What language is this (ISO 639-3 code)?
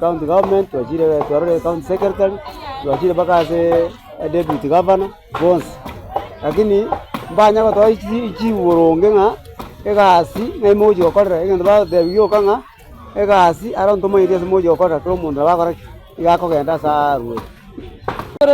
guz